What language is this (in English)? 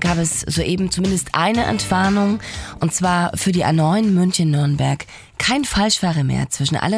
German